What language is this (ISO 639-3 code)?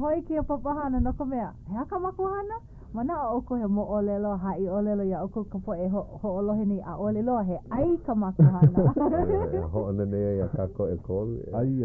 haw